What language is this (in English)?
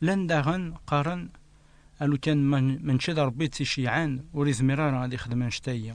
Kabyle